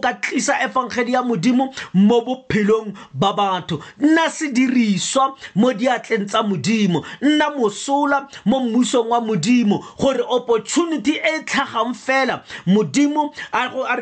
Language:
Tswana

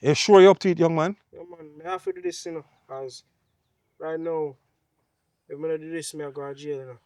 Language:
Jamaican Creole English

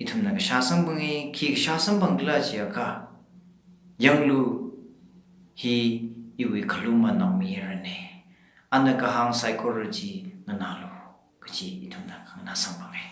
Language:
Tangkhul Naga (India)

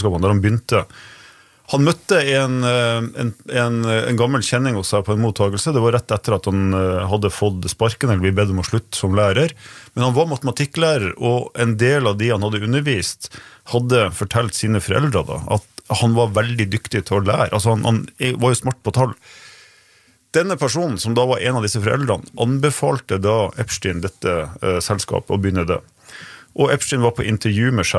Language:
Norwegian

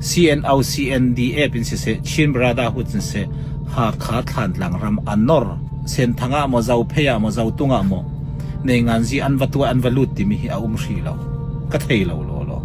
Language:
Falam Chin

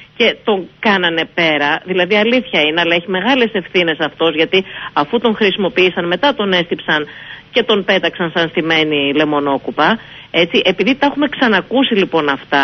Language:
Greek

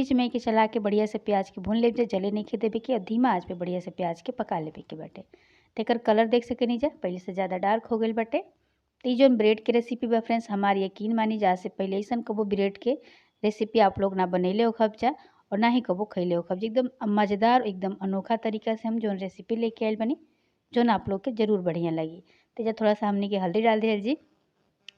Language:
Bhojpuri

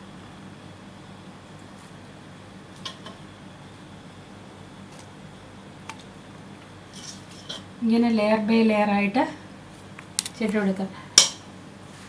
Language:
Malayalam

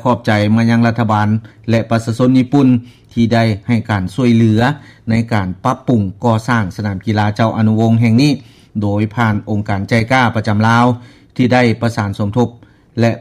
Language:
Lao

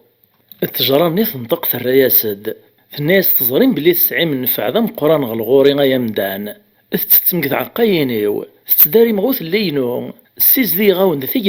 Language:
Kabyle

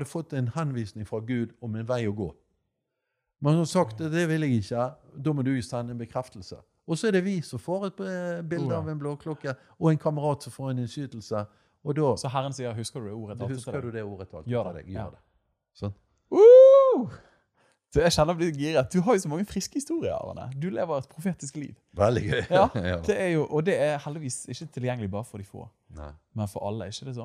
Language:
Norwegian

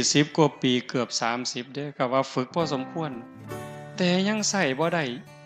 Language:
Northeastern Thai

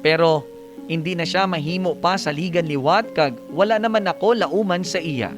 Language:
Hiligaynon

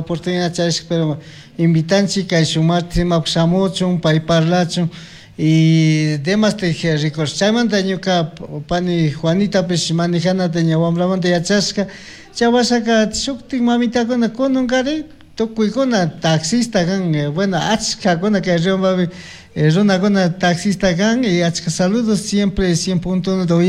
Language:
Chimborazo Highland Quichua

